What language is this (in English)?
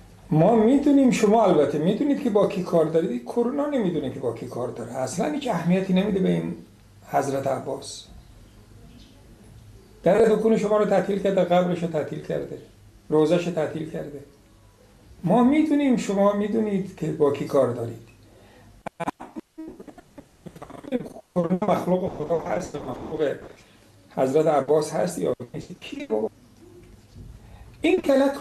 Persian